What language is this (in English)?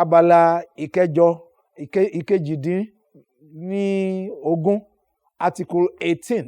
Yoruba